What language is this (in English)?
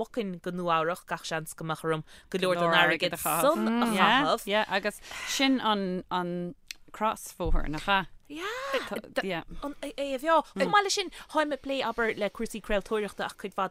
Irish